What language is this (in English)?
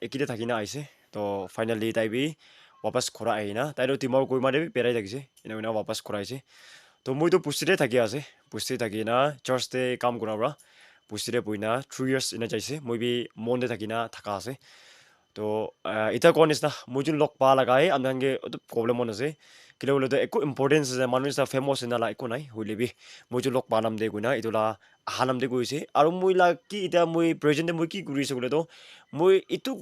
Naga Pidgin